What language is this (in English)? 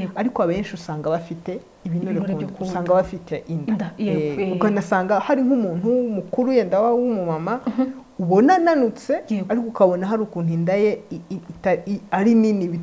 Kinyarwanda